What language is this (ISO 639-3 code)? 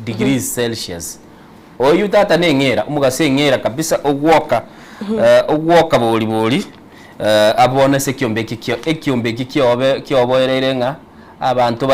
guz